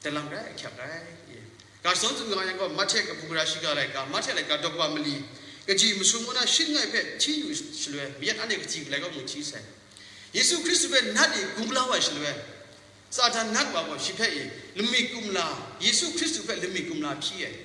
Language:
Kachin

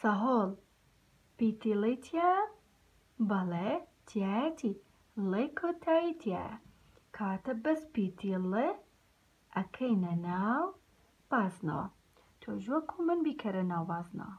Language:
Central Kurdish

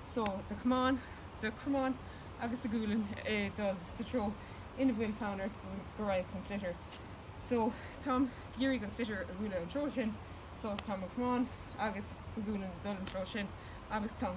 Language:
Irish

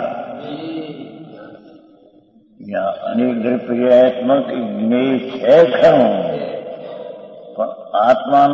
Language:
Gujarati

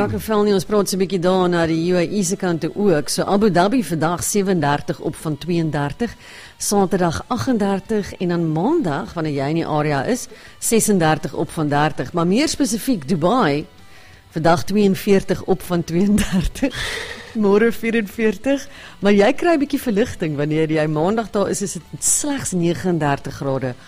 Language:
Afrikaans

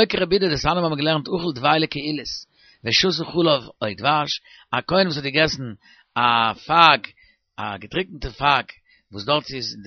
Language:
Yiddish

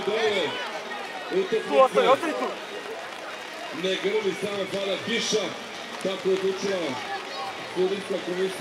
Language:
Serbian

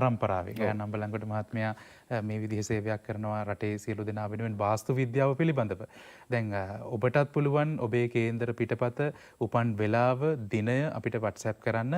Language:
Sinhala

